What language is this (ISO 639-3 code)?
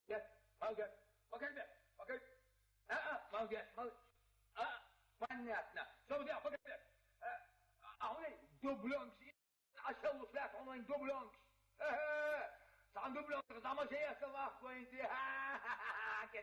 che